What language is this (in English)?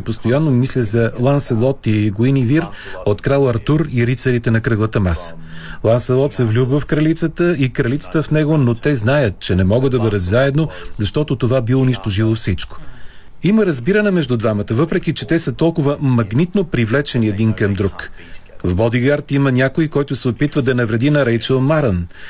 Bulgarian